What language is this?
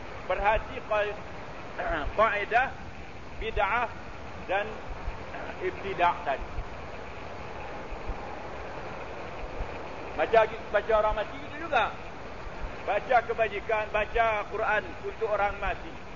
Malay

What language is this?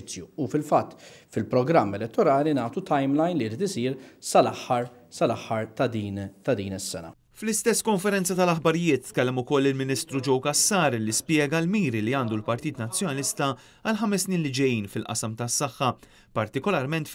Maltese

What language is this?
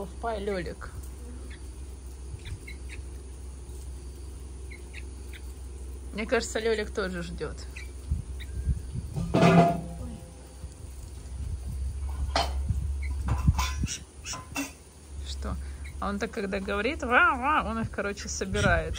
Russian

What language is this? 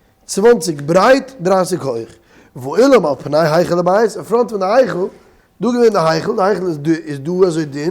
Yiddish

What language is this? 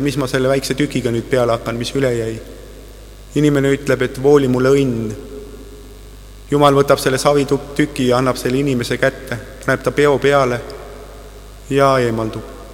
Estonian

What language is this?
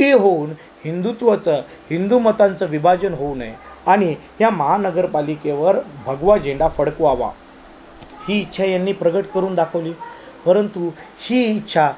Marathi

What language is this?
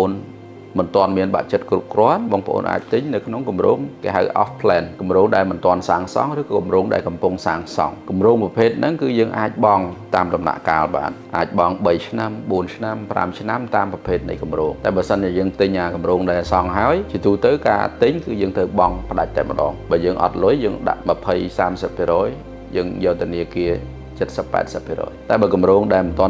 Khmer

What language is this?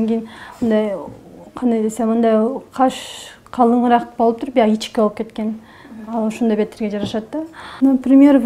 Kyrgyz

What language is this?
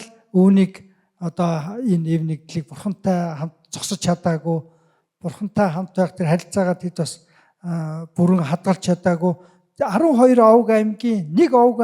Mongolian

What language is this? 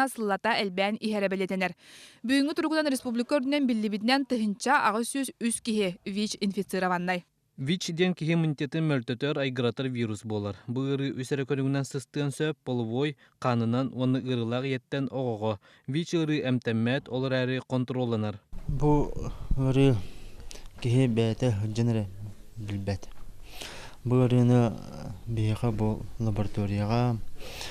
Yakut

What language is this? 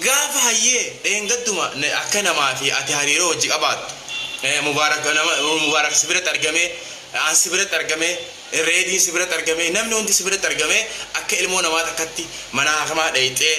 Oromo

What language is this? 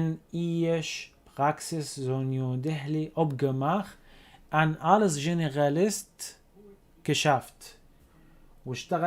North Levantine Arabic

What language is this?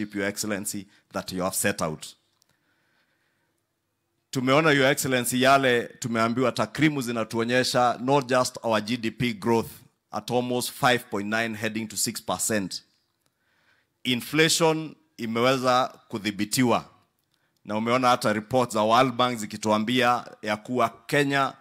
Swahili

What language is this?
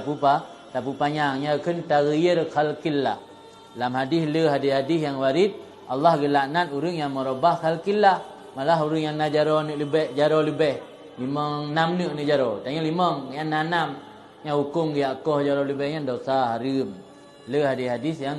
Achinese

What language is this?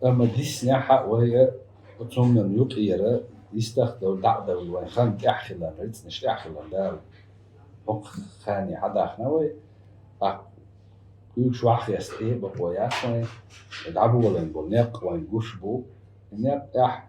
Chechen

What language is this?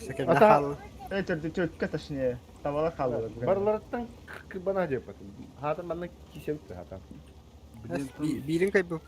Yakut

